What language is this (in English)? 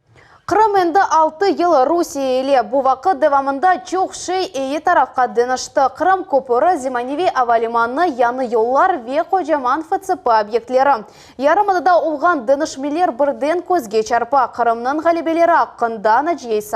Crimean Tatar